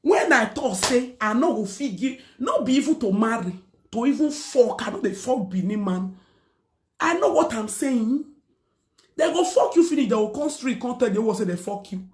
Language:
Nigerian Pidgin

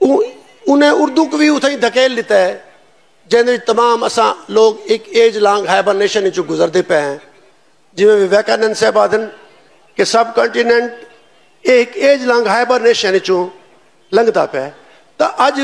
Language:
Saraiki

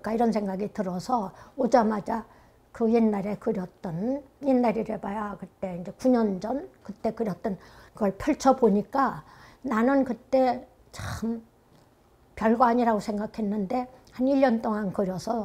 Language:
Korean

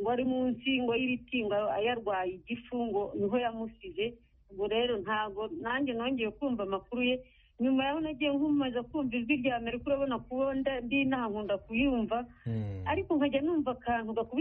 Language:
Kinyarwanda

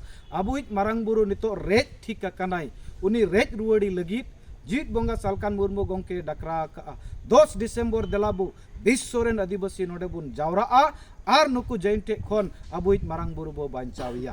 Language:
Santali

